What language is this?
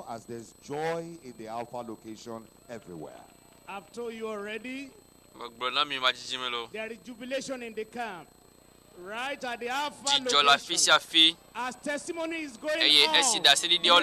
Ewe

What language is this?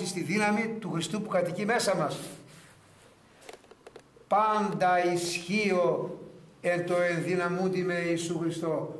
Greek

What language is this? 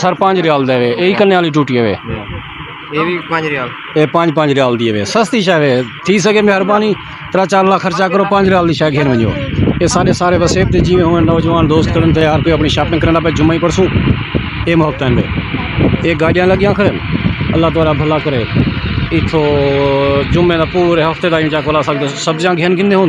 Saraiki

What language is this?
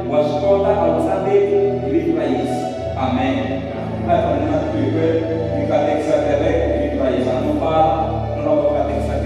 Tsonga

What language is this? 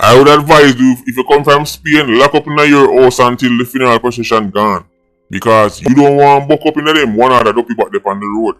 Jamaican Creole English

